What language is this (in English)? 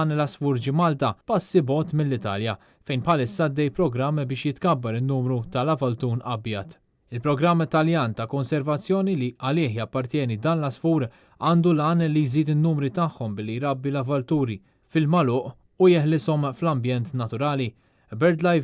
Maltese